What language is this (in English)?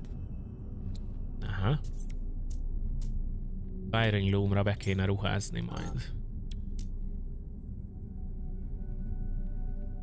Hungarian